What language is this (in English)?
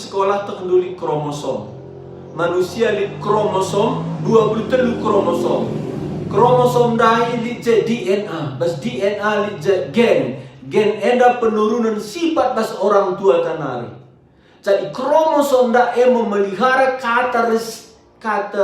Batak Karo